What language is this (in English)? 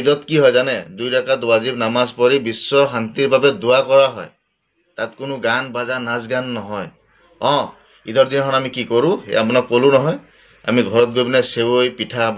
Assamese